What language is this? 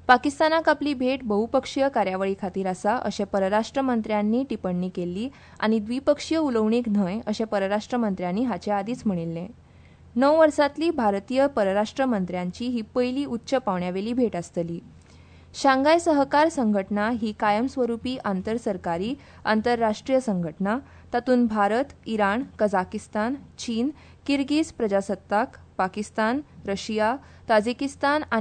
Konkani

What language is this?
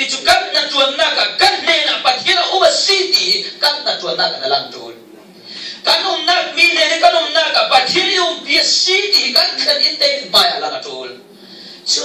Falam Chin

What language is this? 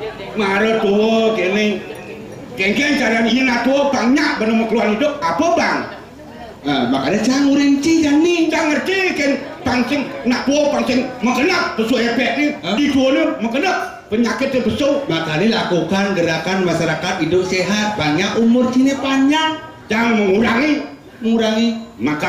Balinese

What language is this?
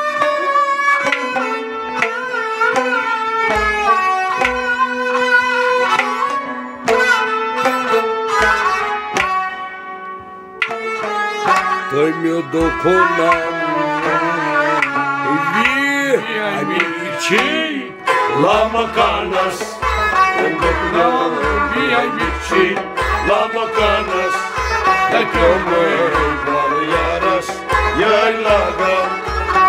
Kashmiri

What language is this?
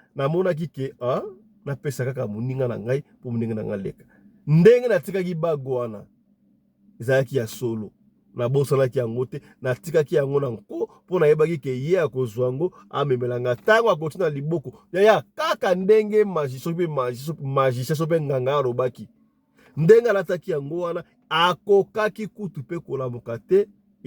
Lingala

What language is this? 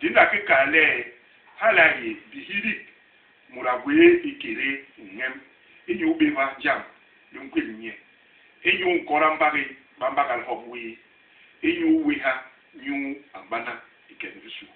Basaa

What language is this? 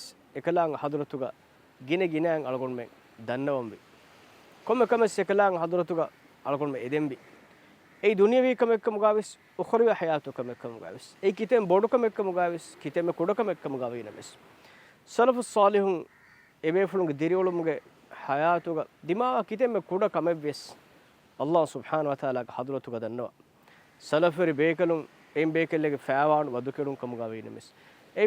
Divehi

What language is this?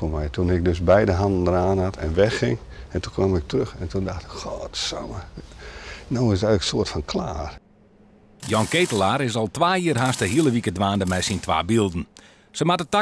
Western Frisian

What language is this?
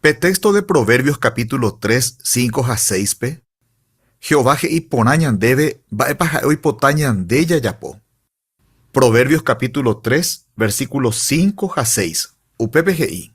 Guarani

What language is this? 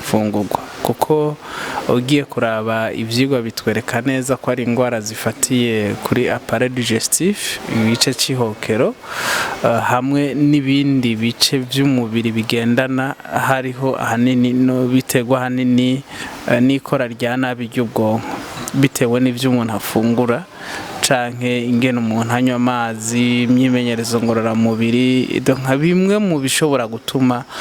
Rundi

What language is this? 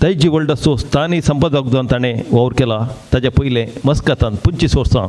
Konkani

